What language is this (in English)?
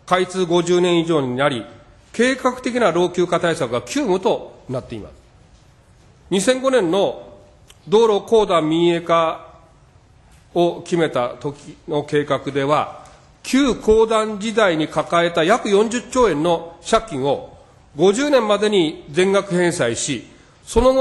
Japanese